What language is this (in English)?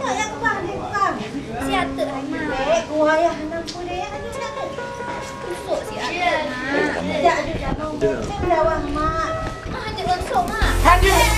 Achinese